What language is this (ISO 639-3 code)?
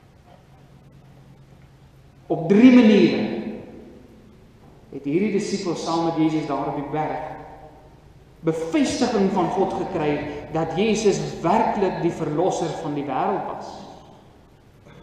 afr